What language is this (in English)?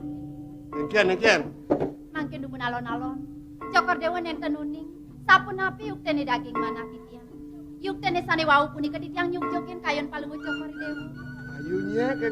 Balinese